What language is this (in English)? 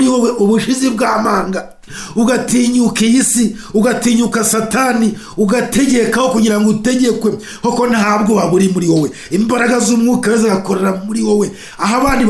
Kinyarwanda